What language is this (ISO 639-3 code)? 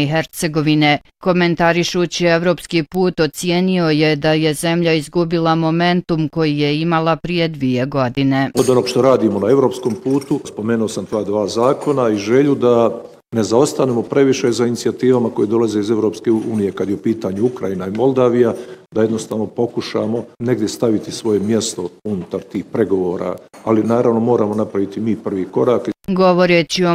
bos